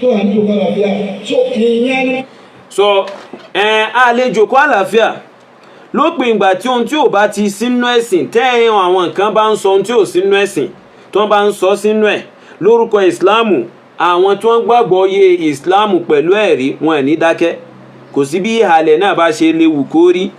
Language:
Yoruba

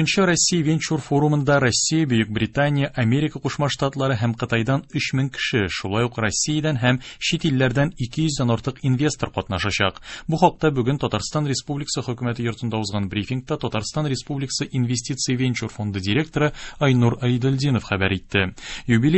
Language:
Tatar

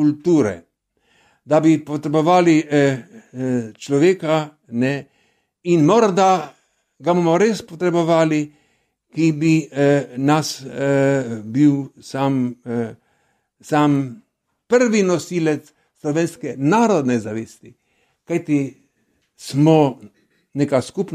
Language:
Slovenian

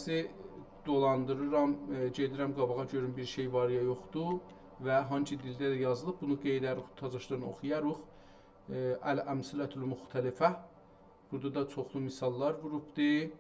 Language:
South Azerbaijani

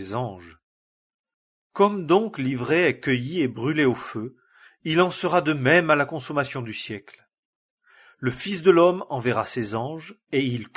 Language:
French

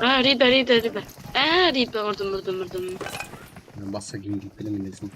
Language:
Kara-Kalpak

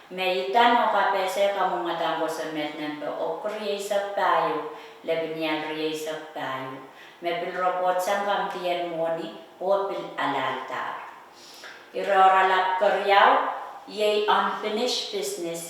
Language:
Pohnpeian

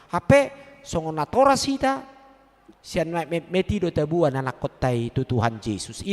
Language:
Batak Toba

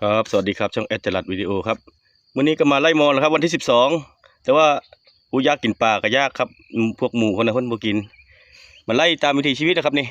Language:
Northeastern Thai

